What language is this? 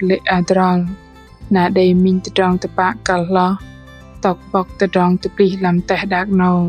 Bahnar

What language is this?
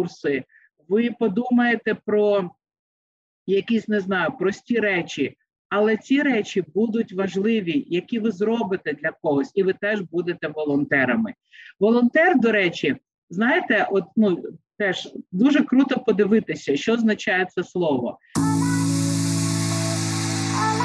Ukrainian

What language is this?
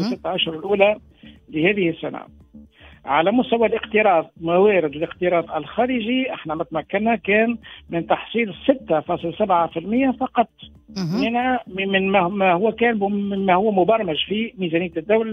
Tunisian Arabic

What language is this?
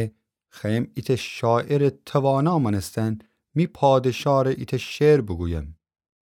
Gilaki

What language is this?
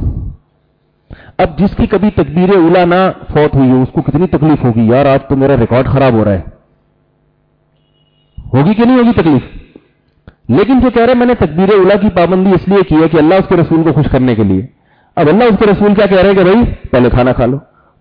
Urdu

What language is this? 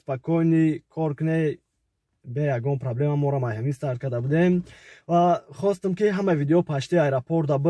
Tajik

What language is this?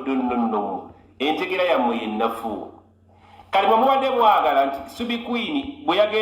Ganda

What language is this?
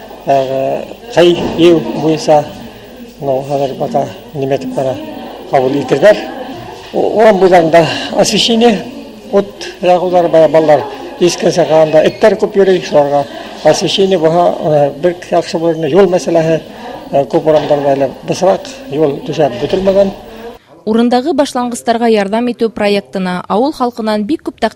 Bashkir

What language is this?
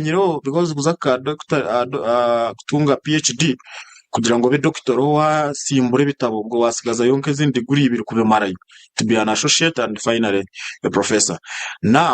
Nyankole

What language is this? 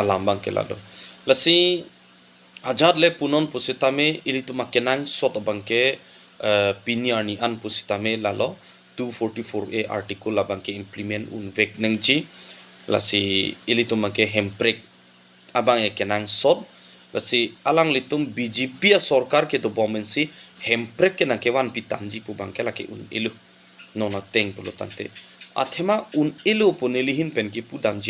Karbi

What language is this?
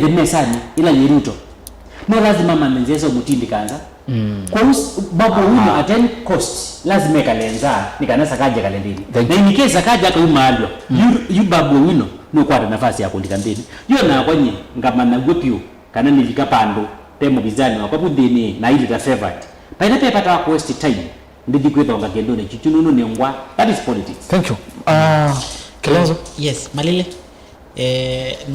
Kamba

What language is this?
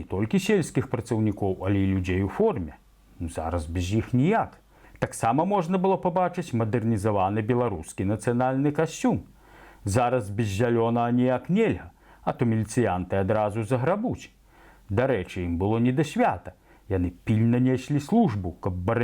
Belarusian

